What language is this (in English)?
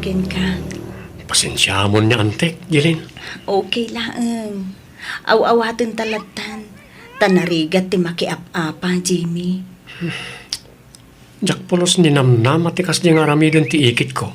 Iloko